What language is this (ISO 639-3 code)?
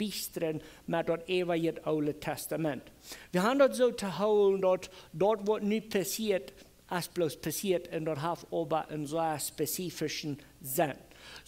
pdt